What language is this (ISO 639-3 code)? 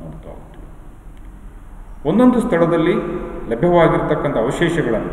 kan